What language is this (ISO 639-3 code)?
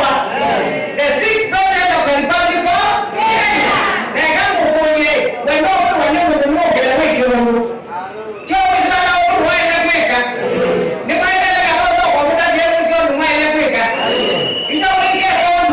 kam